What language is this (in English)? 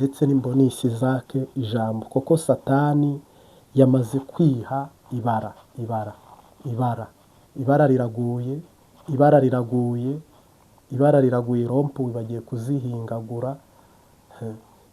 Kinyarwanda